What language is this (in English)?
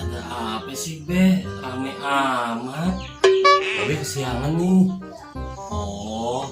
Betawi